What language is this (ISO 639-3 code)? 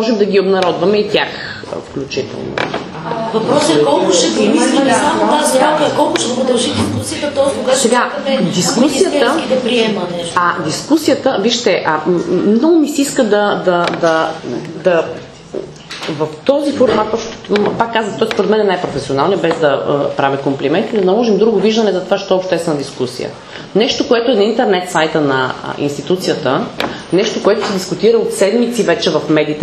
bul